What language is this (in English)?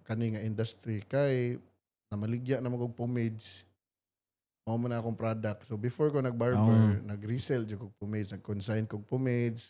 Cebuano